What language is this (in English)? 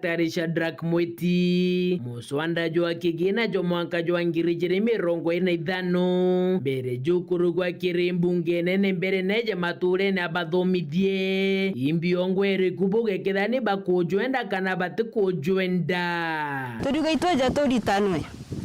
Meru